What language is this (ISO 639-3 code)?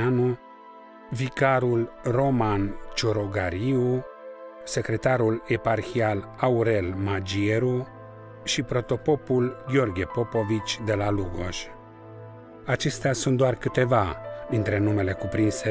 ron